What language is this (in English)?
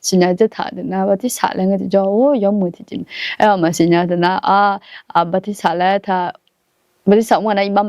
Akha